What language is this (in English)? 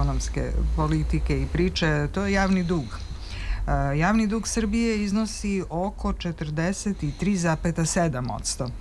Serbian